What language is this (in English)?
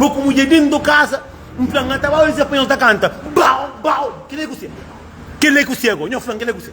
Kabuverdianu